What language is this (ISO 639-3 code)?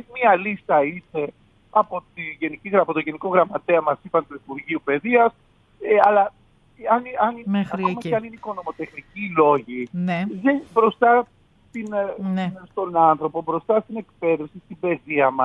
ell